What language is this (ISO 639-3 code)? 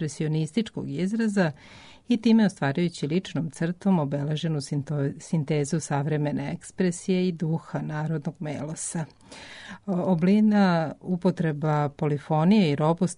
srp